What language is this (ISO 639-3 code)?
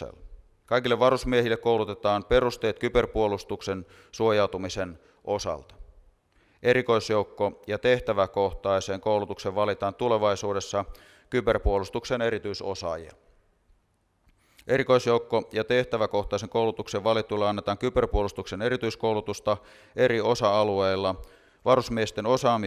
fin